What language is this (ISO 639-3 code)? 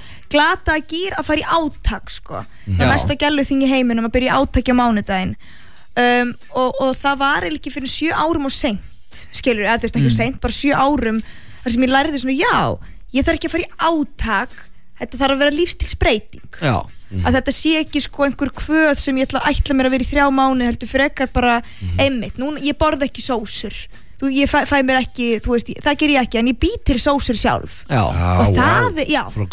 isl